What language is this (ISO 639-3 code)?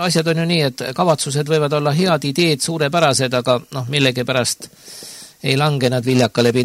est